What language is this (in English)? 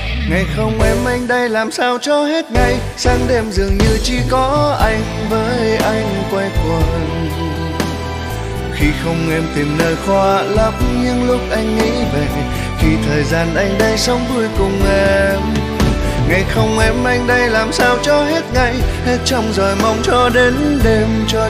Vietnamese